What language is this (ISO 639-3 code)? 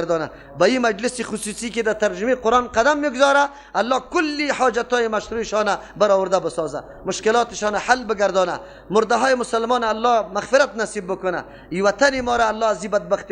fas